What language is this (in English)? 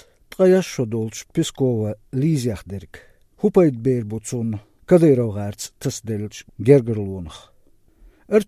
Chechen